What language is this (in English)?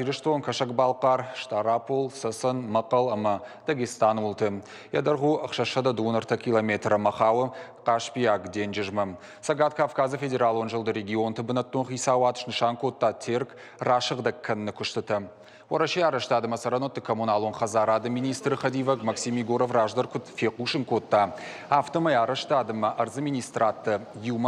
Ossetic